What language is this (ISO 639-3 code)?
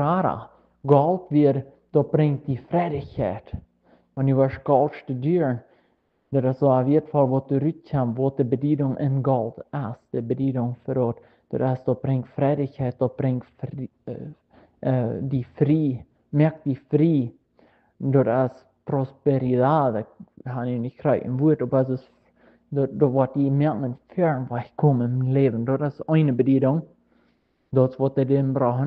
pdt